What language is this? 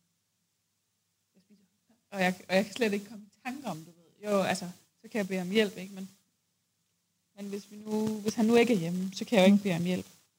Danish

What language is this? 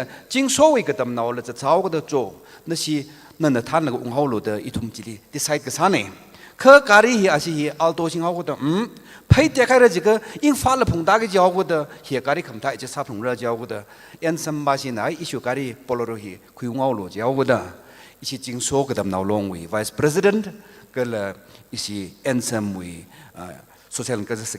Tangkhul Naga (India)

